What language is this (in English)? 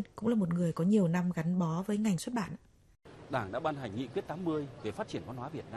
Vietnamese